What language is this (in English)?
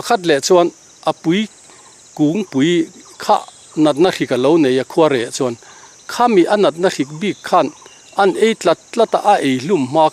Mizo